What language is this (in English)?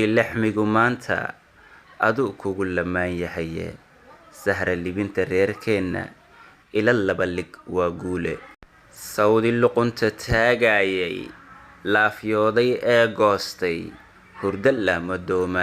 Somali